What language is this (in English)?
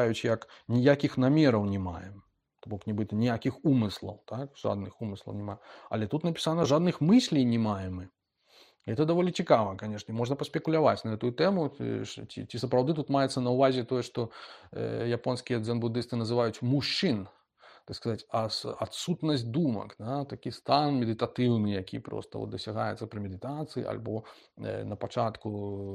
Belarusian